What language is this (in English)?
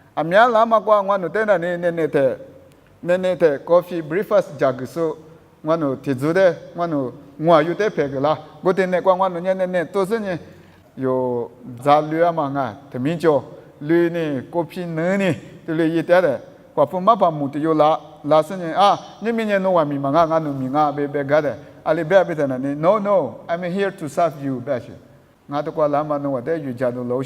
Lisu